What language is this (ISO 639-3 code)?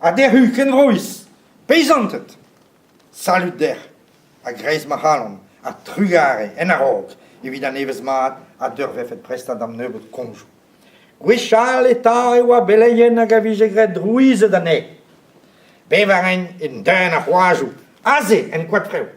bre